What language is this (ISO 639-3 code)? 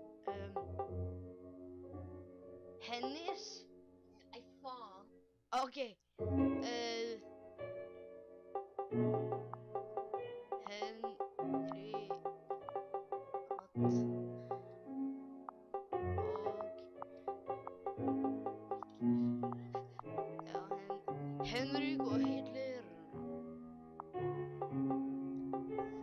nor